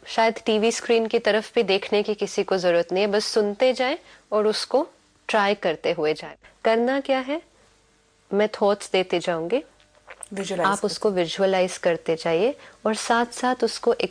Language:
Hindi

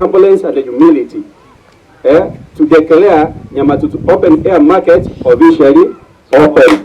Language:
Gusii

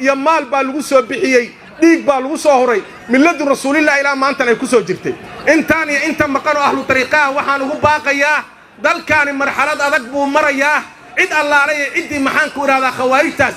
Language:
Somali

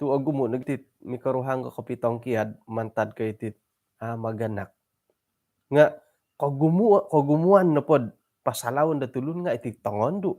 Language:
Central Dusun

